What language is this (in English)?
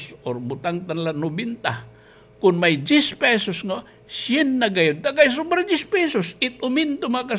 Waray